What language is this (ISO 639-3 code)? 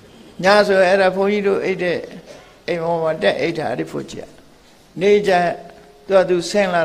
mya